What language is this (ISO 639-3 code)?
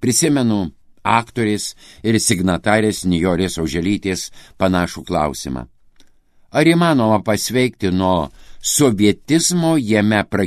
lit